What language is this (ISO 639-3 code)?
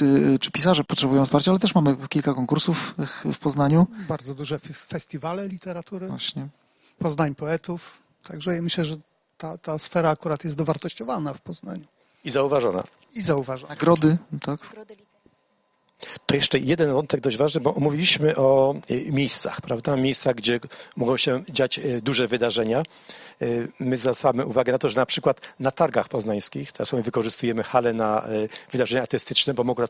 pol